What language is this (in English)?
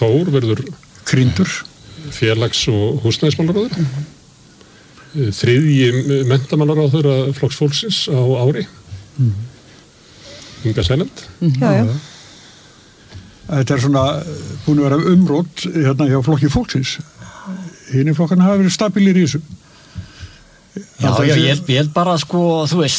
Icelandic